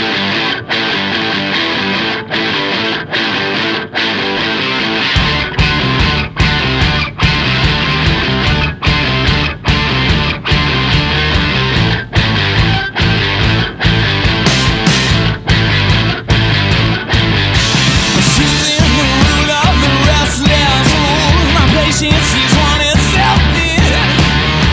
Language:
English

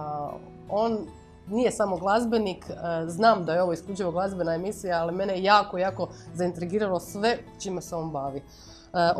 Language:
Croatian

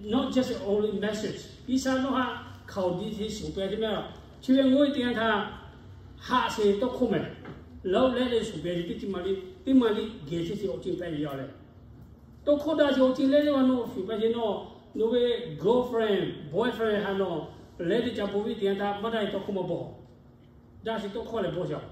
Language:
Lahu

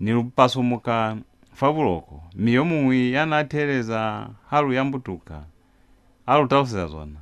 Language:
Lozi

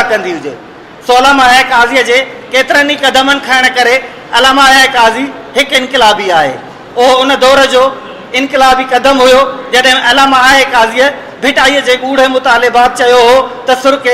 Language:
Sindhi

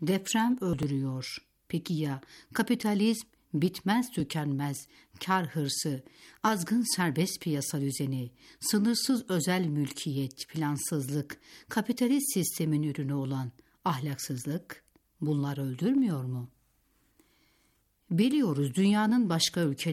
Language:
Turkish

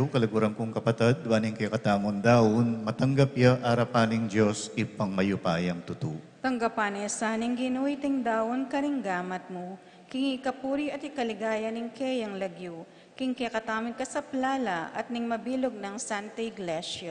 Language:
Pampanga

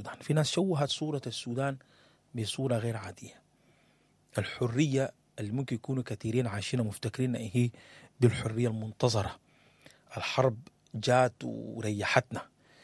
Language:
Sudanese Arabic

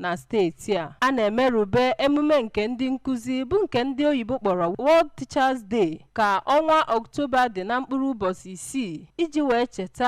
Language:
Igbo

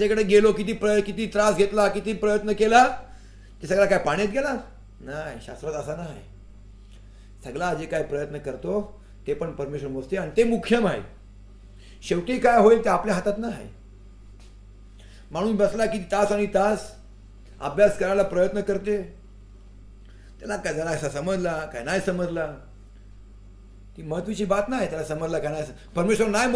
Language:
Marathi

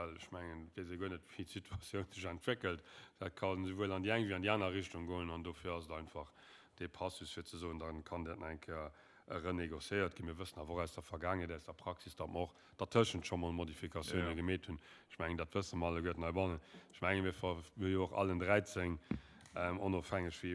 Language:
Luxembourgish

